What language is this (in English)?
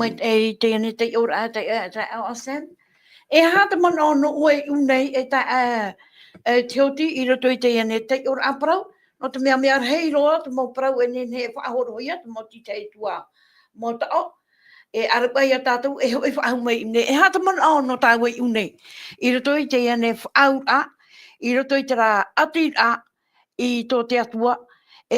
Tahitian